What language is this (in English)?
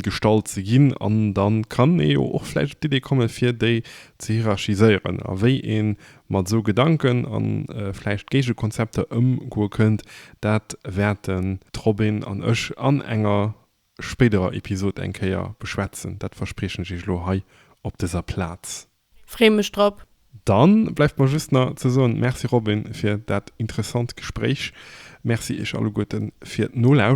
Luxembourgish